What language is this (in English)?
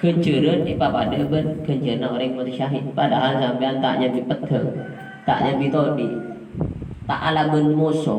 Madurese